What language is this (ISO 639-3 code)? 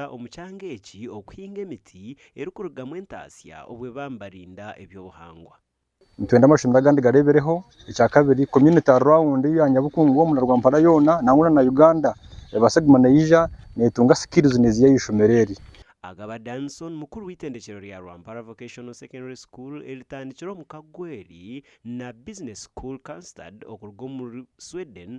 nyn